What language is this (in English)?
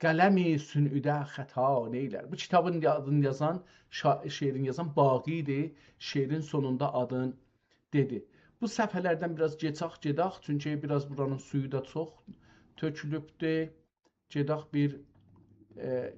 South Azerbaijani